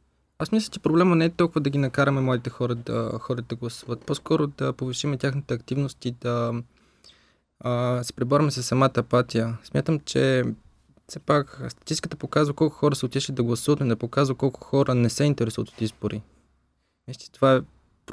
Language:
Bulgarian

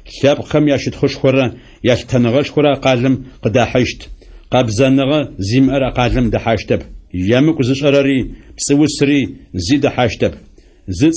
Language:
Adyghe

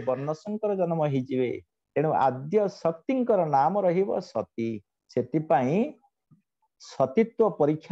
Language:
Odia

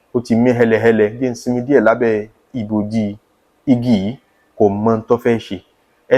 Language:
Yoruba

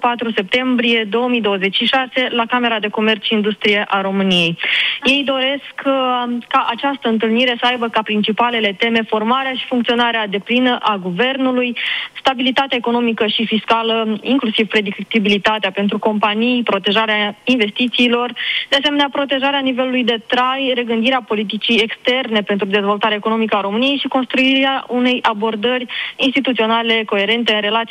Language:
Romanian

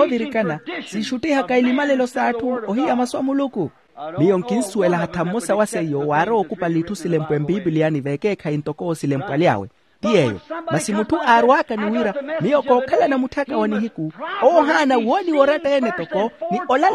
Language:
Makhuwa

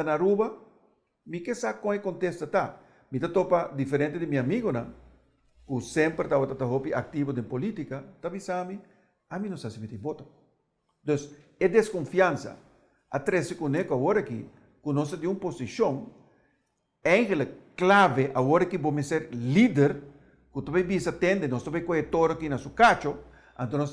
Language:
Papiamento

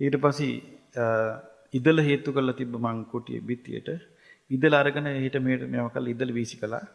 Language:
Sinhala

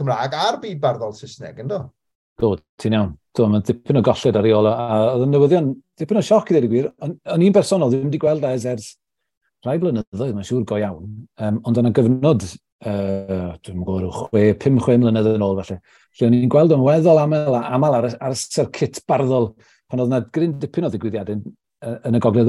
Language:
Welsh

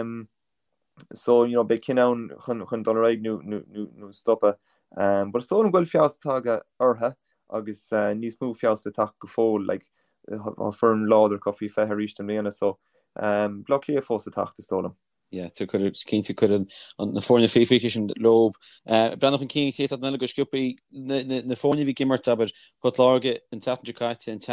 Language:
Irish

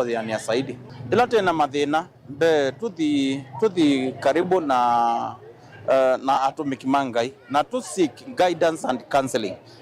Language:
Kamba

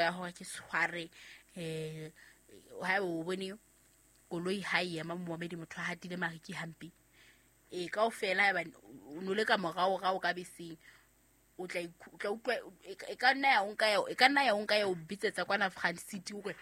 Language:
Southern Sotho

